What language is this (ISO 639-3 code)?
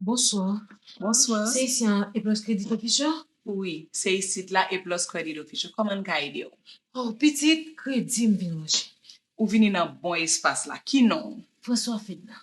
hat